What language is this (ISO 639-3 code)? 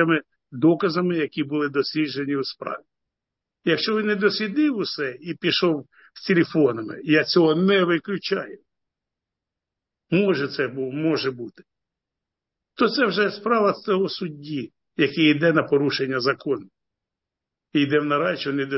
ukr